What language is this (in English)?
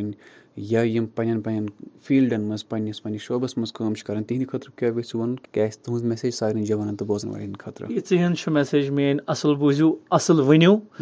Kashmiri